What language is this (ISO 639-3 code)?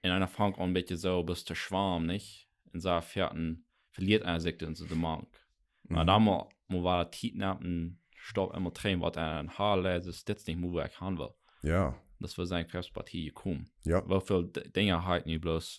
pdt